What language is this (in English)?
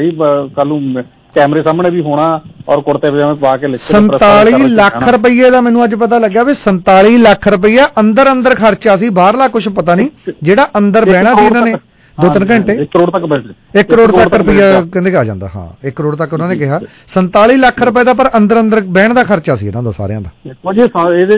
Punjabi